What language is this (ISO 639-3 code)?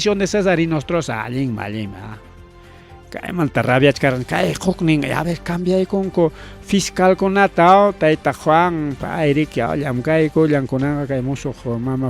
quy